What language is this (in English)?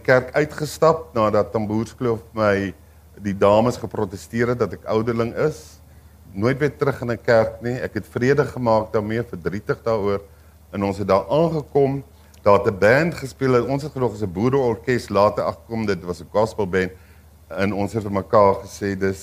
Afrikaans